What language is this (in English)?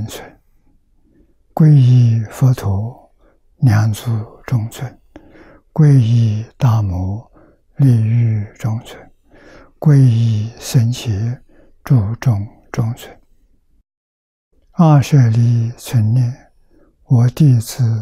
Chinese